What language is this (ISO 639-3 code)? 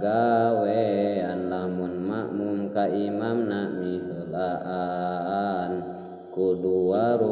sun